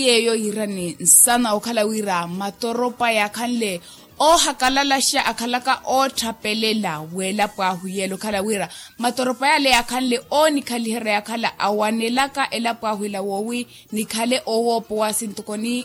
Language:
Makhuwa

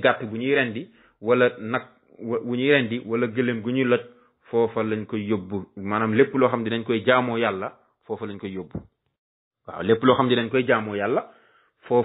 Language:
Wolof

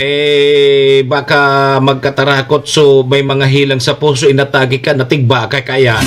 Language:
Bikol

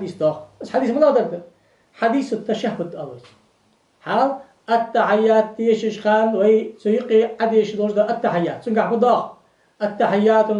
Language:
Ingush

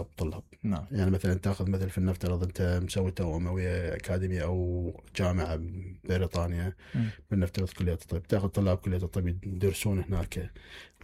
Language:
Mesopotamian Arabic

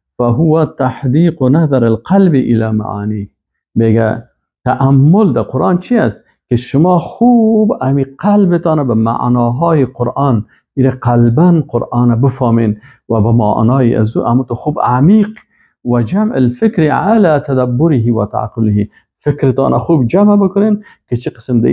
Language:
Persian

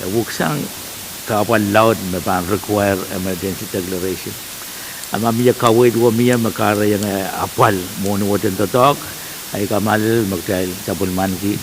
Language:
Pohnpeian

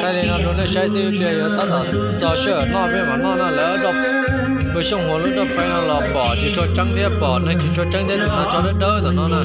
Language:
Hmong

